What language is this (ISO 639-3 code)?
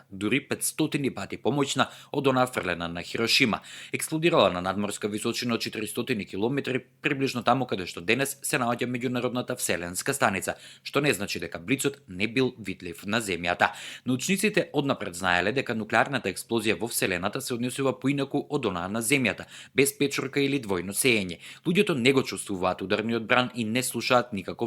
mkd